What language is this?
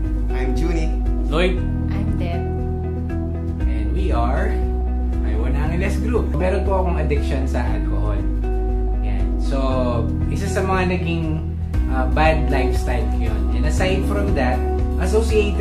Filipino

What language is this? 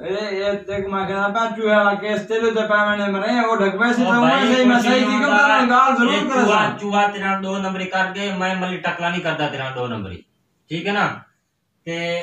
Saraiki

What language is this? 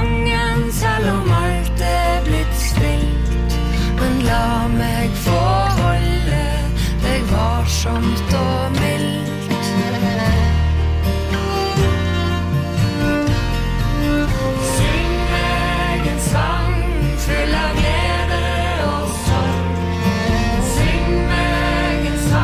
Norwegian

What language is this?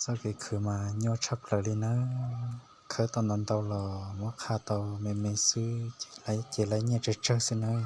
Hmong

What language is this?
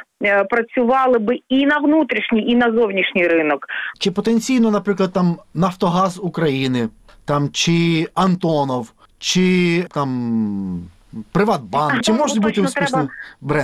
Ukrainian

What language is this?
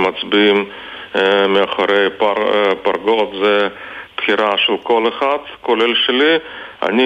Hebrew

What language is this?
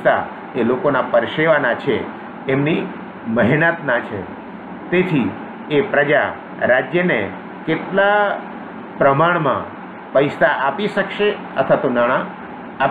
Gujarati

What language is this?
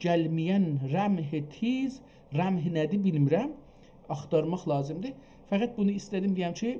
South Azerbaijani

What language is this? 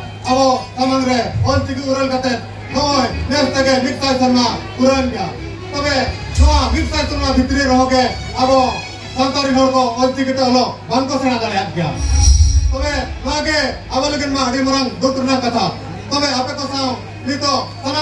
Santali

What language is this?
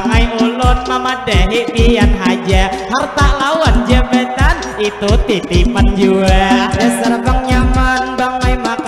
Banjar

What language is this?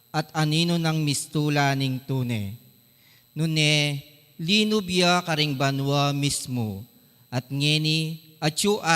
Pampanga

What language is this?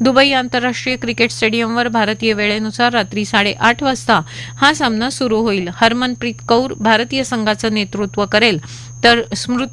Marathi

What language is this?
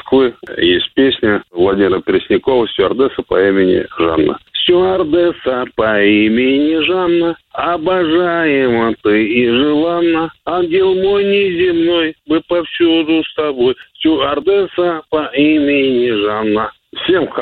Russian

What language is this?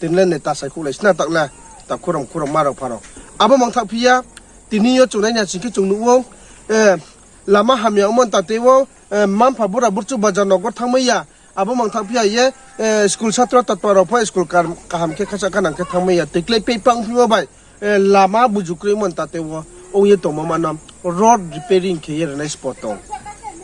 Riang (India)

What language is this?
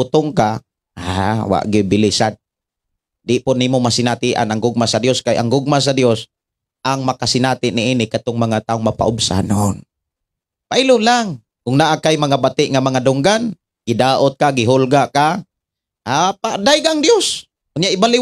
Cebuano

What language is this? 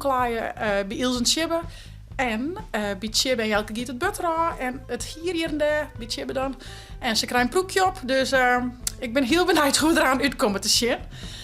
Western Frisian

